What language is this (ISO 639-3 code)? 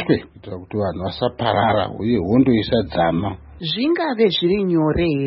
sna